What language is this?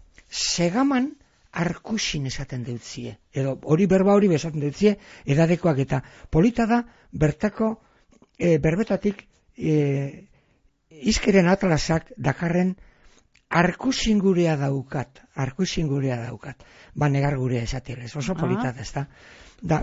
Basque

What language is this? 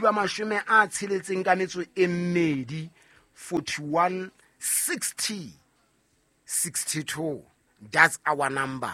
Southern Sotho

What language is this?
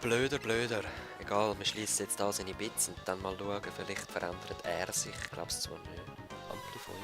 Swiss German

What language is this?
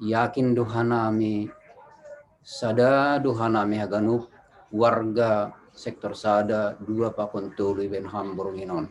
Batak Simalungun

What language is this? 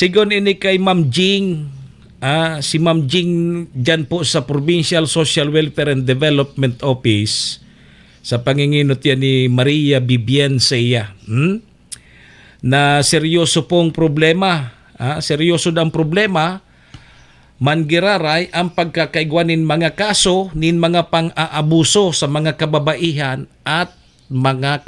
Bikol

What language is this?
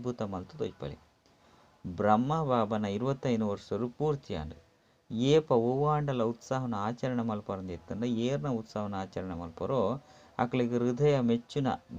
Tulu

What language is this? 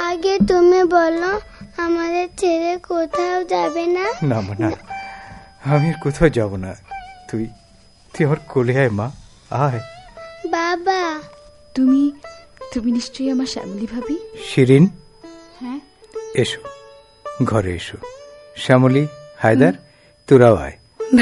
Bangla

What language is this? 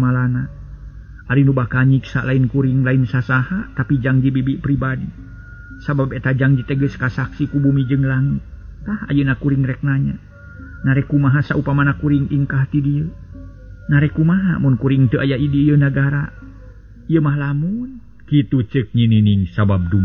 Sundanese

